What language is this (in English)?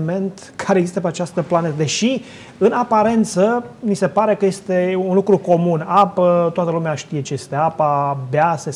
Romanian